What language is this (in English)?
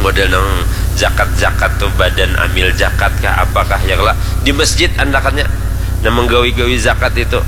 Banjar